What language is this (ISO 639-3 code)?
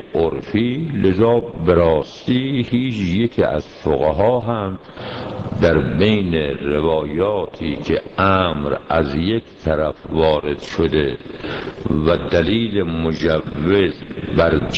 fas